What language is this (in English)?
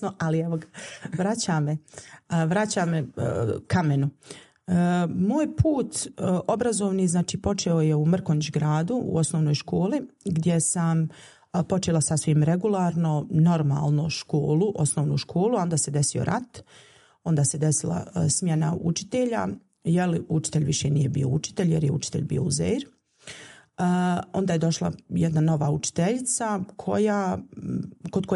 Bosnian